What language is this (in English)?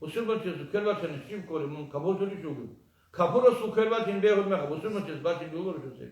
Avaric